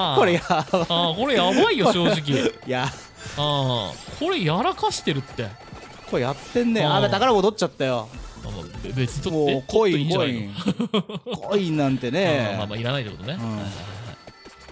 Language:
Japanese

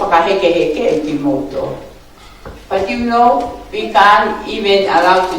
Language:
Tongan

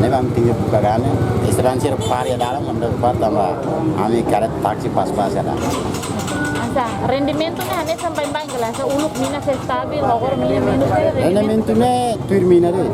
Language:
Tetum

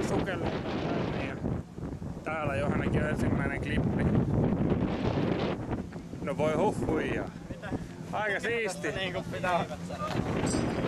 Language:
Finnish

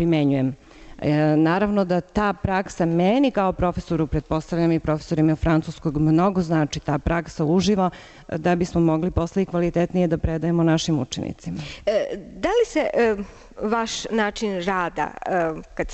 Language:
Serbian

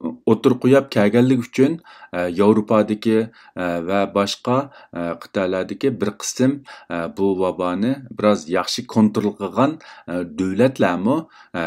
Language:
Uyghur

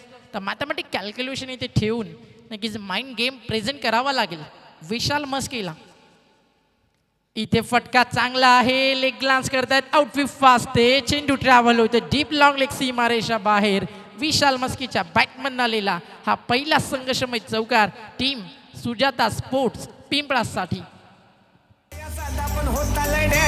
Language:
Marathi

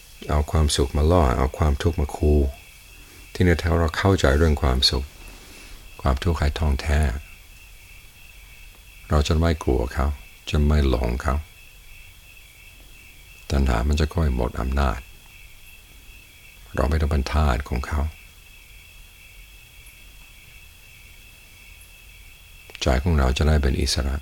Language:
Thai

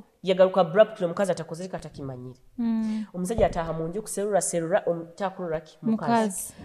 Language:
Nyoro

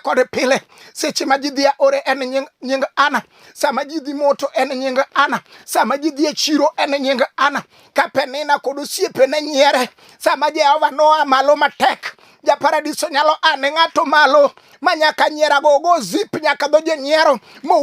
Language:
Luo (Kenya and Tanzania)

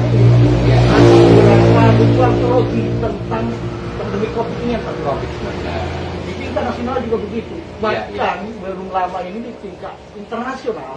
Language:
Indonesian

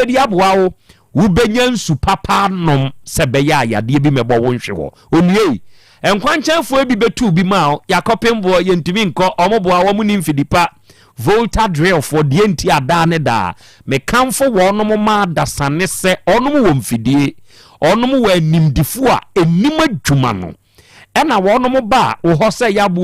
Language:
Akan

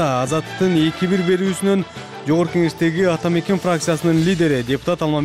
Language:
Kyrgyz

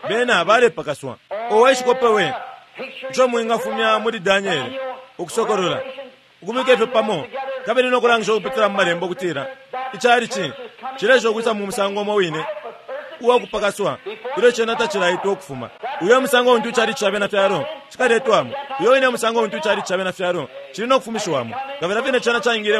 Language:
Bemba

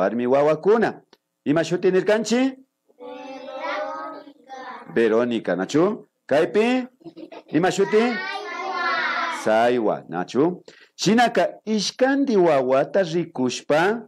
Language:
Imbabura Highland Quichua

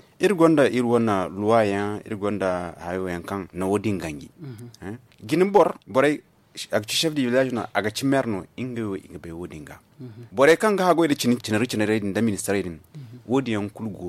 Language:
Zarma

